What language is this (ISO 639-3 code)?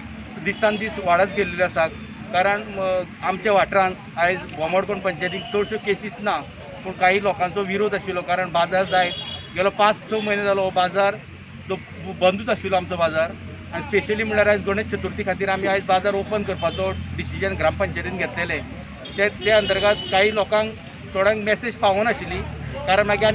kok